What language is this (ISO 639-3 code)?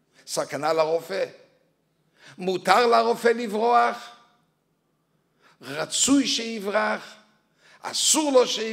heb